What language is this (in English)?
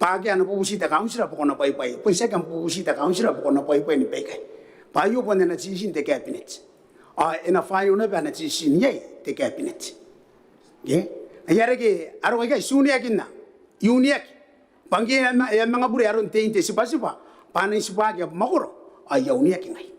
Gilbertese